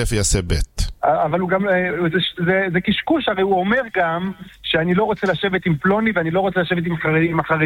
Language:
Hebrew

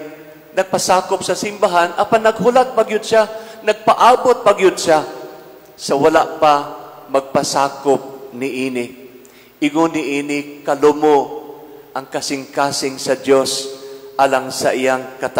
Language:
Cebuano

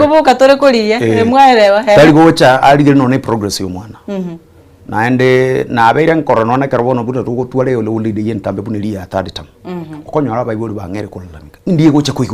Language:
Gusii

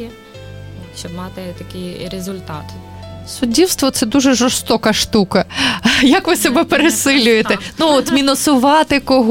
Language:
Ukrainian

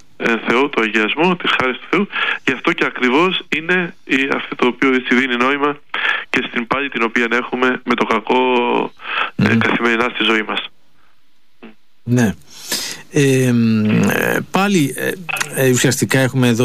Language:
Greek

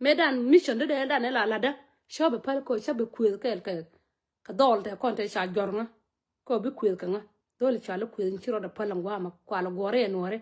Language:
Nuer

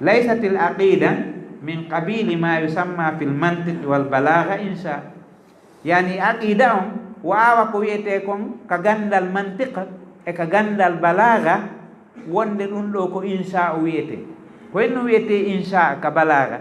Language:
Fula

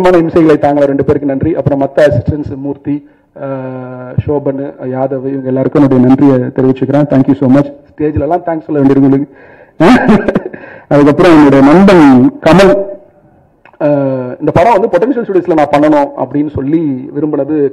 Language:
Tamil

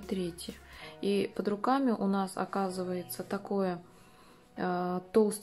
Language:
Russian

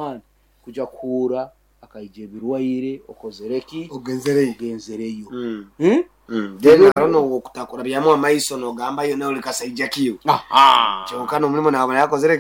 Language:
Nyoro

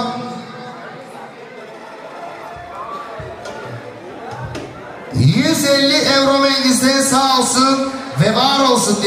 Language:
Turkish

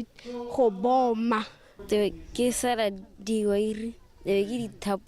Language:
Tswana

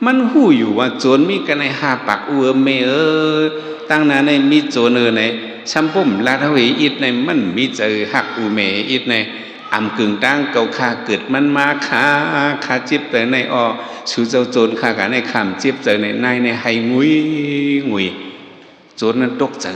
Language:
Shan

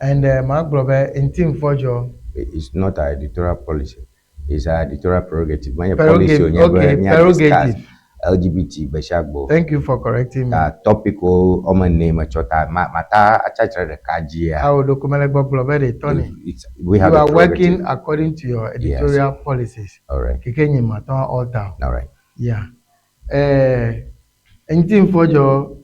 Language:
Ewe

